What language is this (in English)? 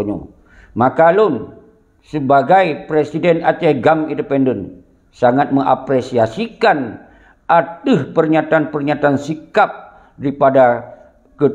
Achinese